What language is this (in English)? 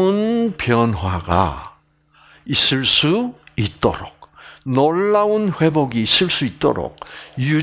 Korean